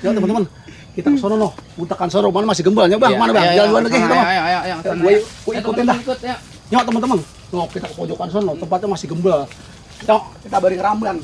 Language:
Betawi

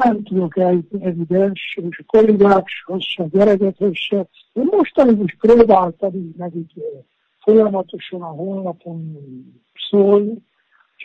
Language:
Hungarian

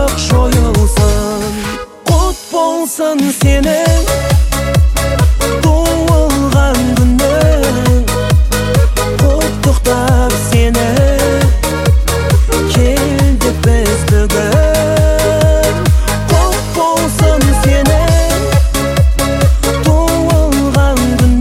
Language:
Kazakh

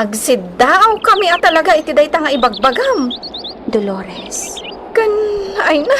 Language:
Iloko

